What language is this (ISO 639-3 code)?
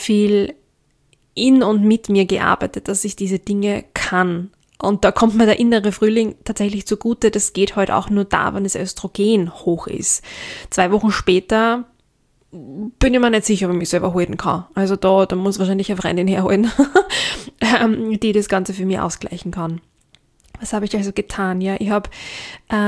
deu